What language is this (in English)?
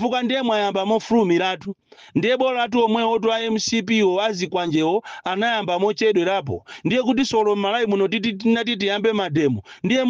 Nyanja